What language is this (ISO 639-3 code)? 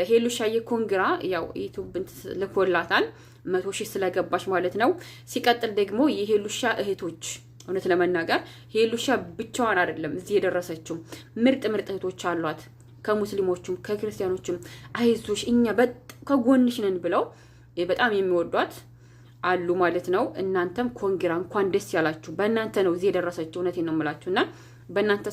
amh